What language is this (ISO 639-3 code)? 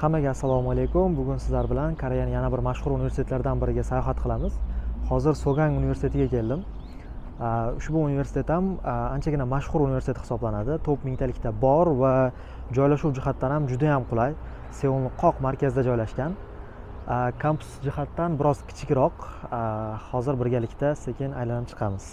uzb